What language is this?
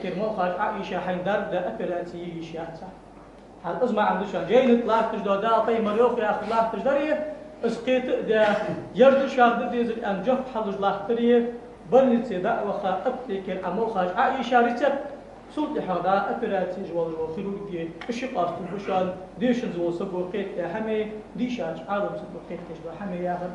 Ingush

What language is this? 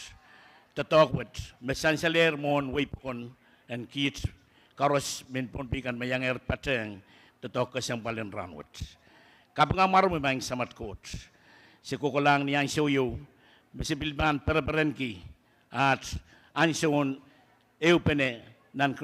Pohnpeian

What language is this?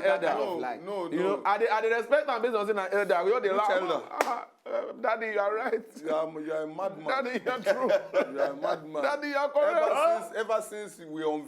Nigerian Pidgin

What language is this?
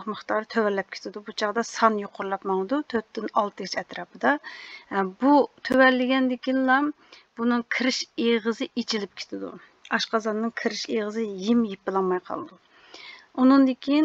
Uyghur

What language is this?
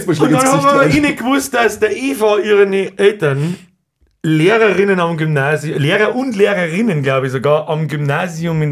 Bavarian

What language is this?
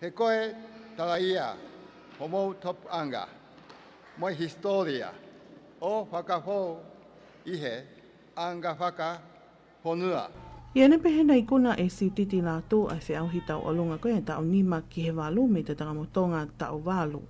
Tongan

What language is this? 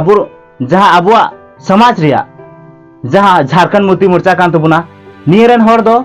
Santali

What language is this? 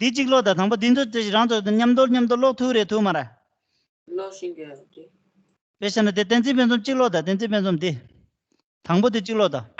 Tibetan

